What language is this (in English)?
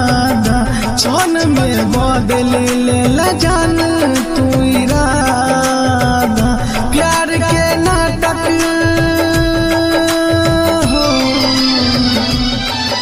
Bhojpuri